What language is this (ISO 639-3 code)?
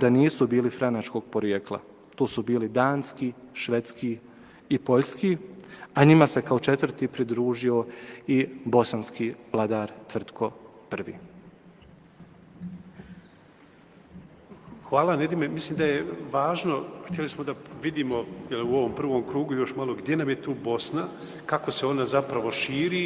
bos